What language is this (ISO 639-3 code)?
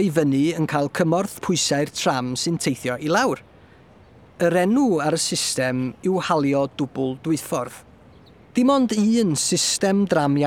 cym